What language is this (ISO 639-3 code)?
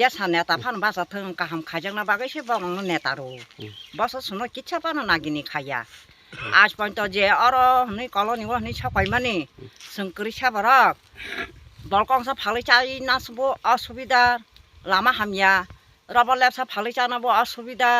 trp